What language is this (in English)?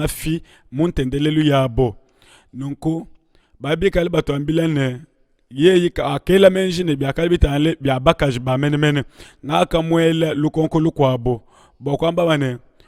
Luba-Lulua